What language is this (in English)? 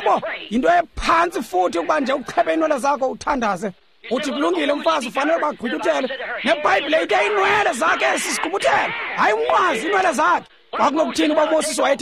Xhosa